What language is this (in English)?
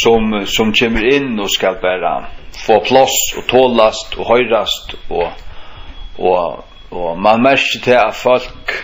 Faroese